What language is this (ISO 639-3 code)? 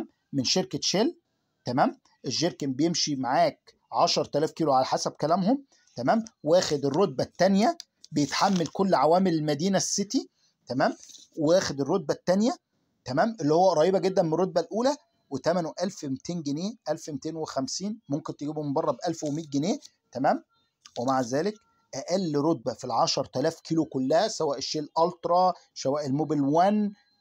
arz